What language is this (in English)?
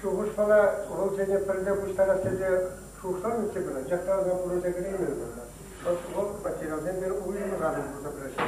Chuvash